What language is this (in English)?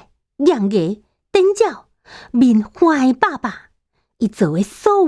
Min Nan Chinese